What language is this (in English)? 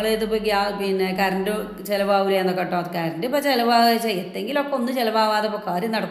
Malayalam